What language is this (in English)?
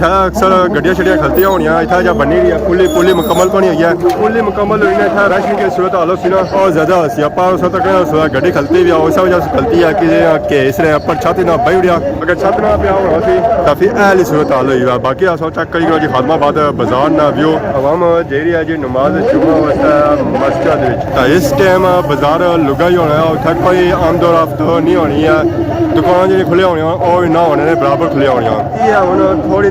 Pahari-Potwari